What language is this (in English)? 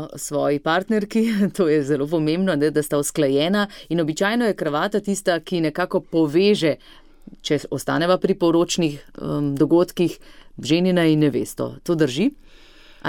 Slovenian